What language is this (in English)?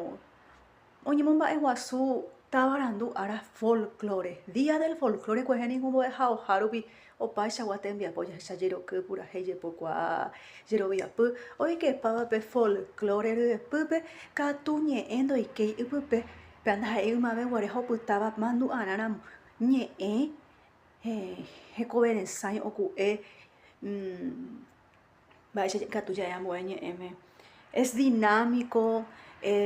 Guarani